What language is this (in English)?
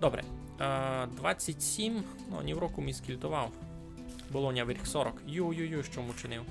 Rusyn